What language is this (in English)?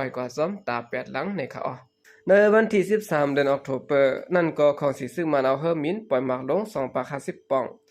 Shan